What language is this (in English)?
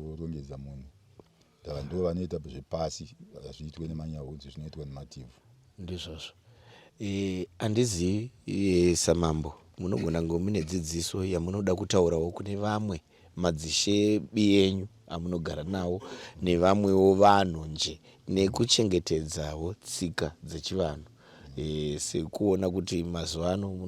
Shona